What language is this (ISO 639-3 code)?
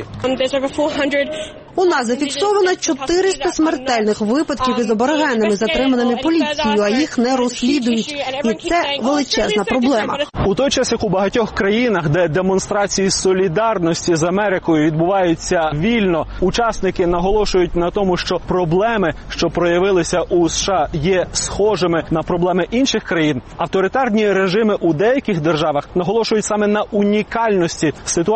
ukr